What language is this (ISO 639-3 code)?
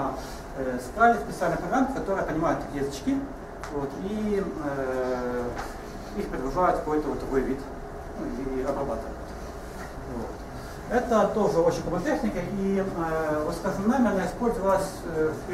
rus